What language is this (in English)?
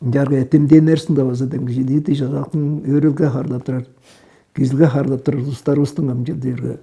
Tuvinian